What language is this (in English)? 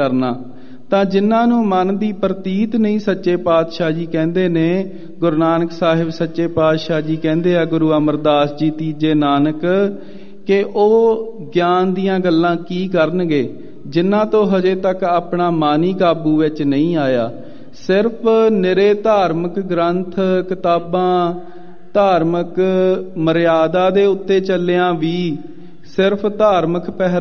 Punjabi